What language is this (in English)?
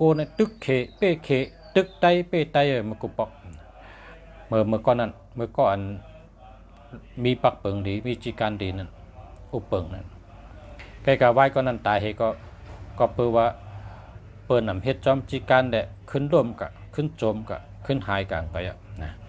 Shan